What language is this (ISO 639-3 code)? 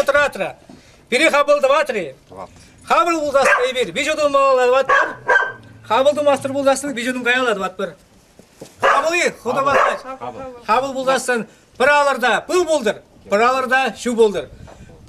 chv